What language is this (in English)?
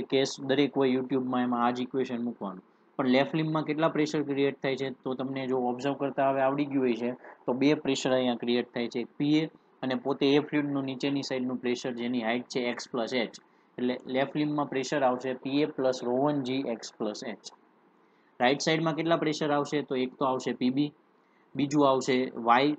Gujarati